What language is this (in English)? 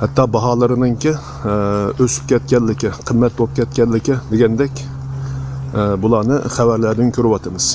Uyghur